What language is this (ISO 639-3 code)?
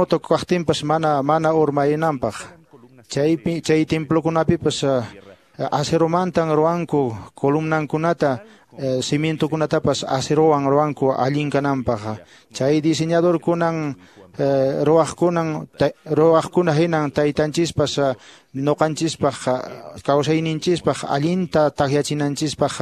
que